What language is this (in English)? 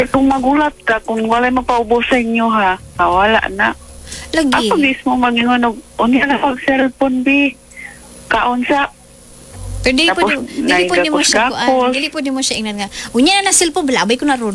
Cebuano